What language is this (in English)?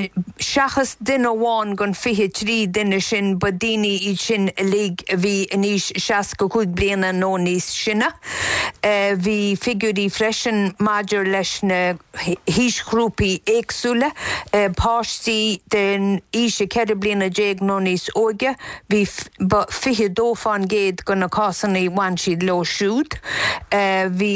Irish